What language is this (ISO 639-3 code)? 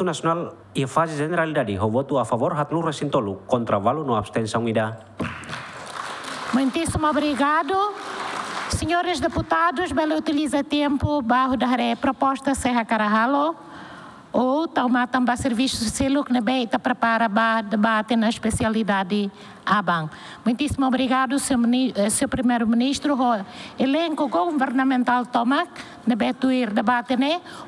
tet